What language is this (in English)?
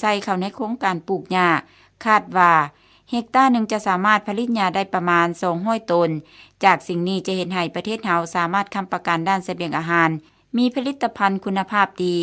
Lao